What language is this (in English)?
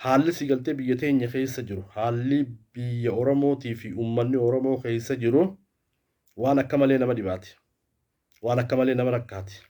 Oromo